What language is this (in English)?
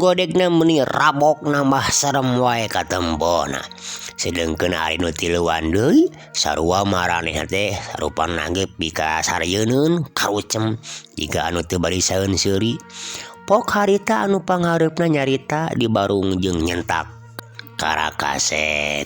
Sundanese